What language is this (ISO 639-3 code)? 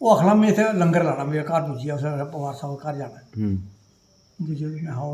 doi